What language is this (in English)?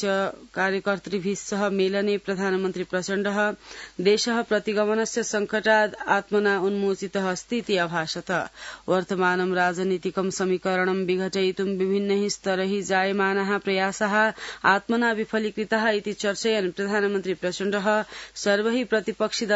Sanskrit